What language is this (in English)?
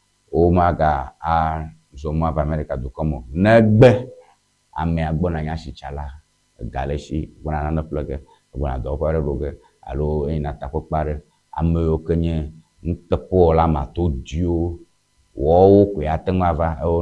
Ewe